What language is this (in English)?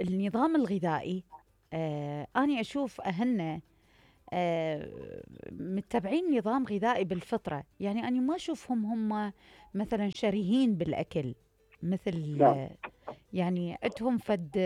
Mesopotamian Arabic